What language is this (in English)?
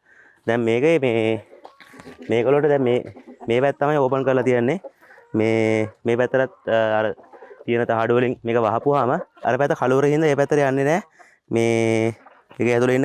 Sinhala